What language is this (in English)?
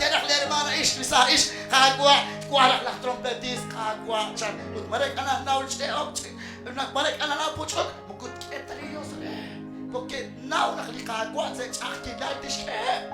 Kekchí